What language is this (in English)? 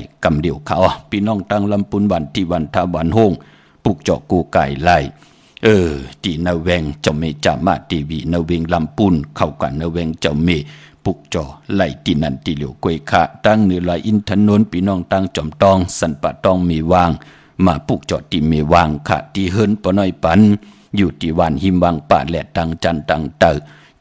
Shan